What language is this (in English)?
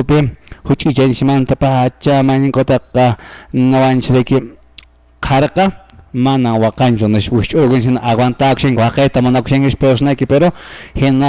Quechua